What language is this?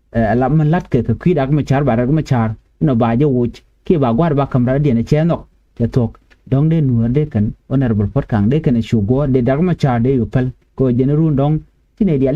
Nuer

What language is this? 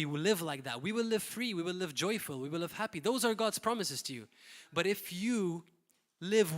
English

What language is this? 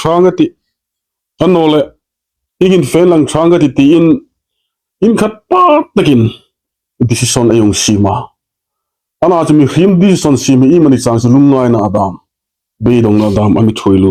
Hmar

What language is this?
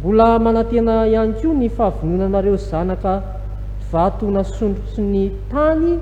Malagasy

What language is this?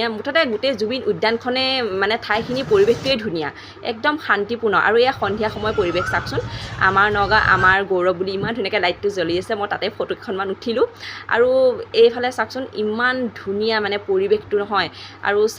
Assamese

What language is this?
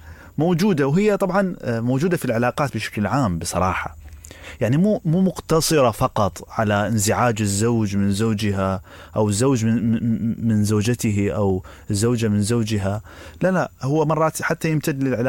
Mesopotamian Arabic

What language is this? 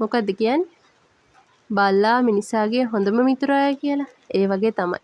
Sinhala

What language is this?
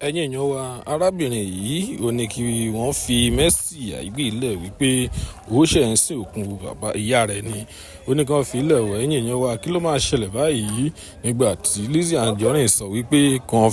Yoruba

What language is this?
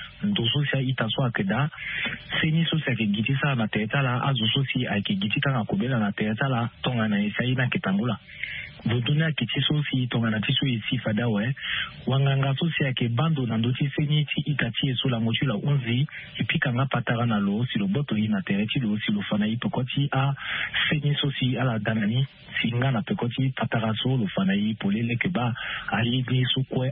Sango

